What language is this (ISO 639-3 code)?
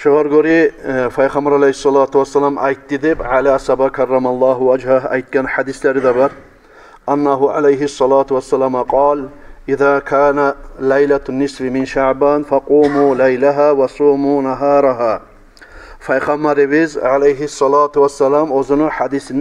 kum